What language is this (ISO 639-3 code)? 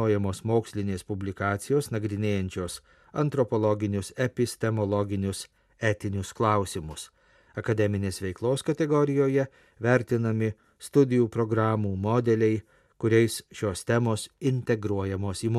lit